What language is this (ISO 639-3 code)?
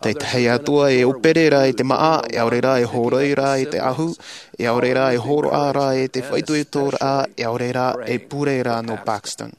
tah